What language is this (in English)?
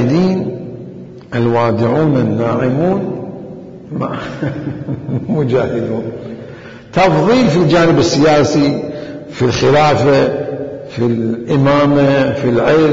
Mesopotamian Arabic